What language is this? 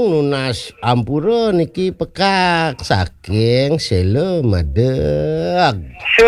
Balinese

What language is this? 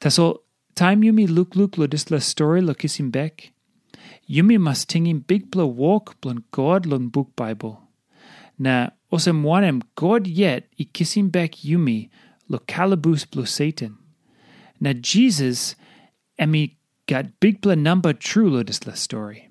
Tok Pisin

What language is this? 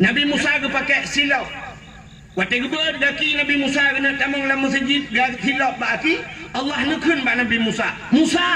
Achinese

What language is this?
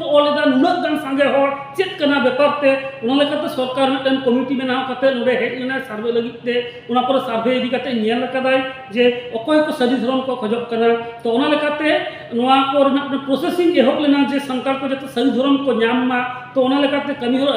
Santali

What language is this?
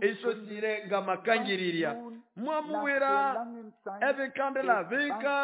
Nande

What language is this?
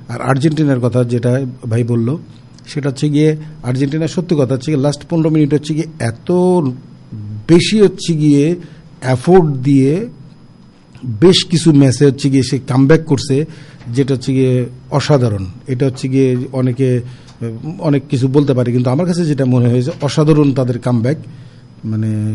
Bangla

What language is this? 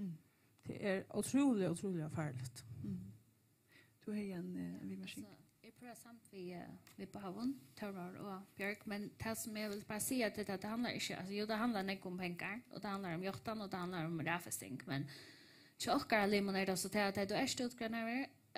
Faroese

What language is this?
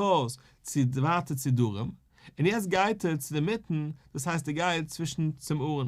Yiddish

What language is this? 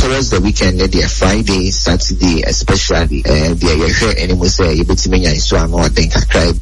Akan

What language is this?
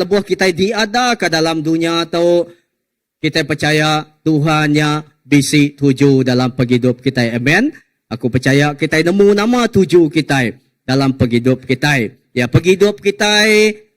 Iban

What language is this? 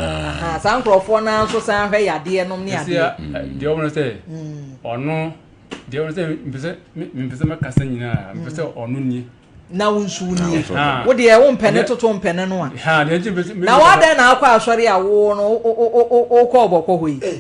Akan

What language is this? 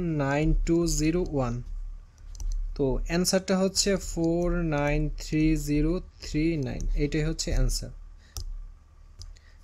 Bangla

